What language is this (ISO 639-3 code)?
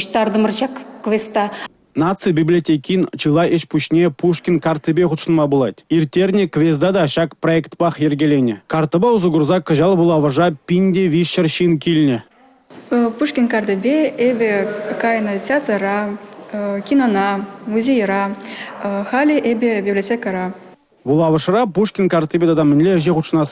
chv